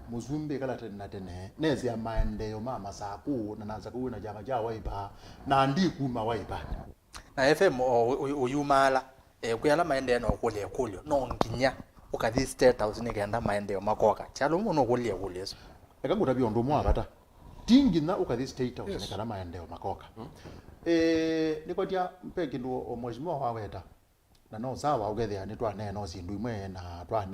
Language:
Kamba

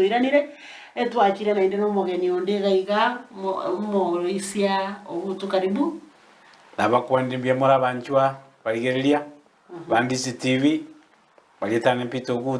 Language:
Gusii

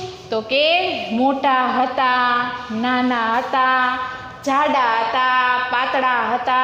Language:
Gujarati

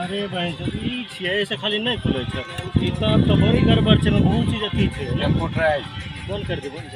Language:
Maithili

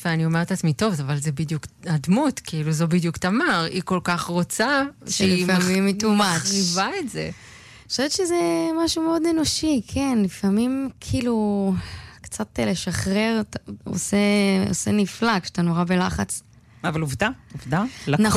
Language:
Hebrew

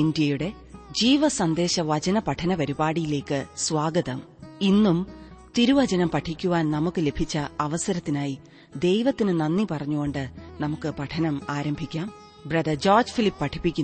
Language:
Malayalam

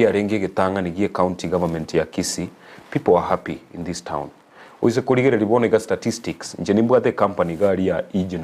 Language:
Gusii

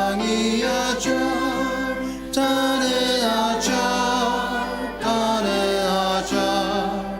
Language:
Ao Naga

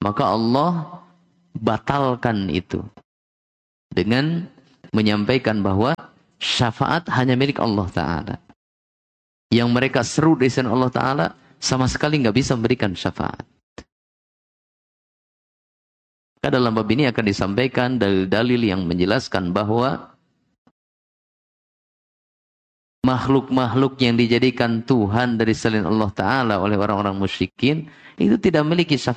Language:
Indonesian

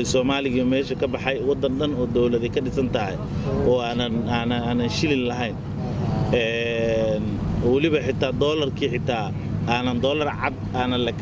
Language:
Somali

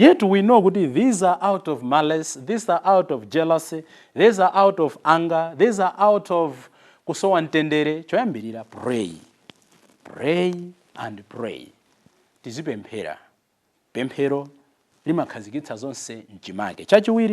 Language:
Nyanja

